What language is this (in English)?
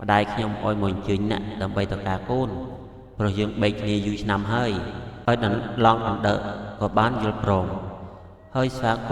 Khmer